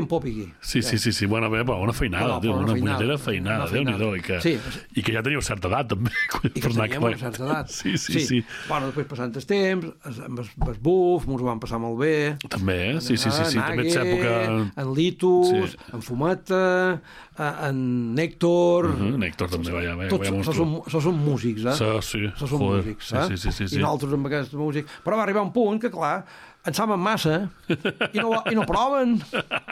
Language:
Catalan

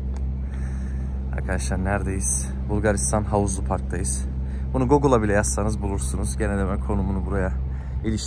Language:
Turkish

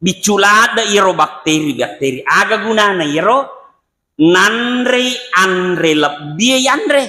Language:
Buginese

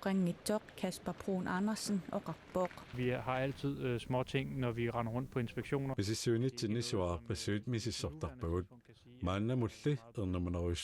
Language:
Kalaallisut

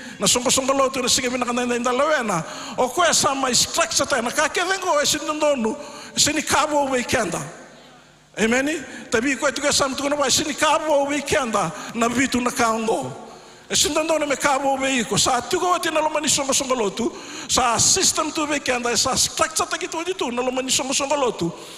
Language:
Fijian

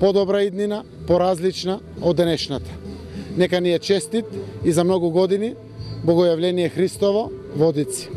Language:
Macedonian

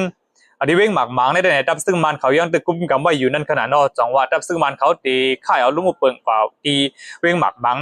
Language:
Shan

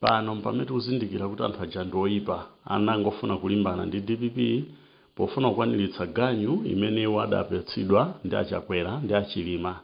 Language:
Nyanja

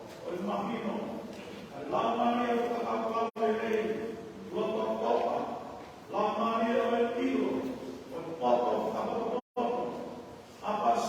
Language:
Tongan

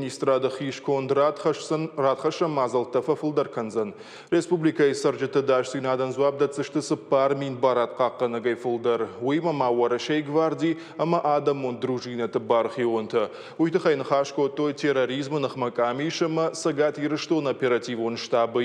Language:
Ossetic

